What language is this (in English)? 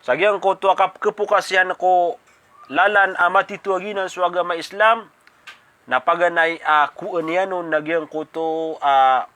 Maranao